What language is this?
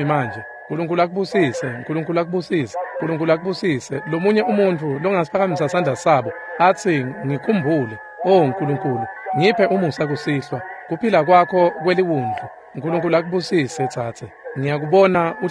Swati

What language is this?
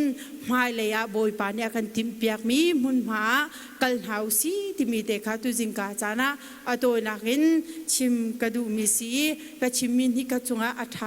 Hakha Chin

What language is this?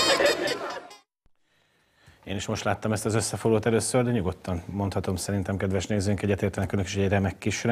Hungarian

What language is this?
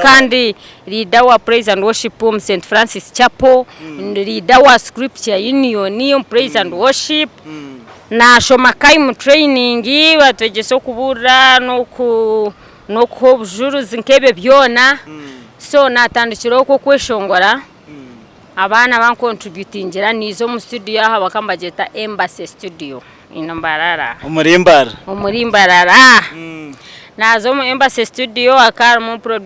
Nyankole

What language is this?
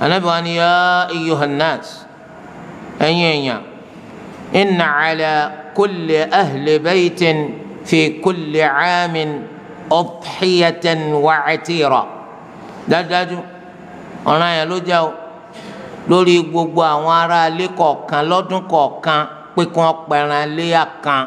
Yoruba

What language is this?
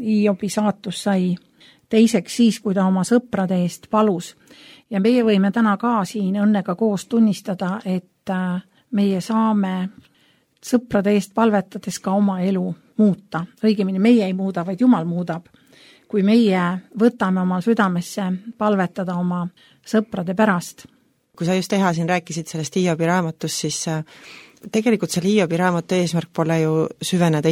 Estonian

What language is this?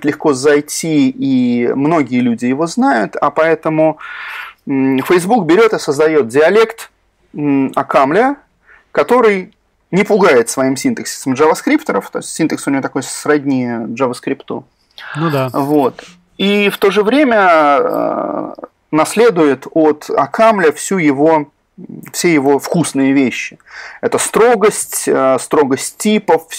Russian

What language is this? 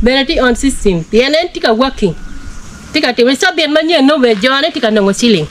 Acoli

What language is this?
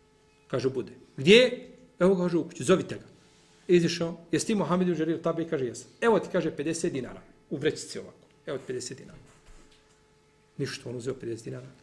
Bosnian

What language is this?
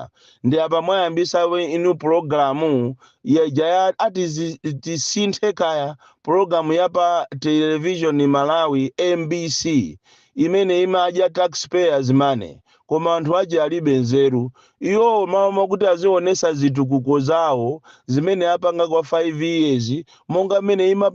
Nyanja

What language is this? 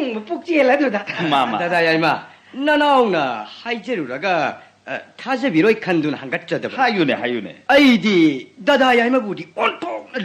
Manipuri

